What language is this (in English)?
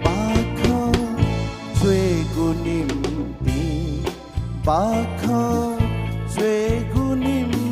Newari